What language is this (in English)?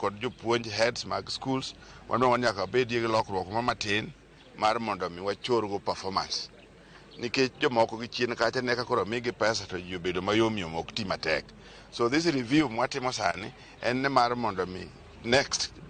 Luo (Kenya and Tanzania)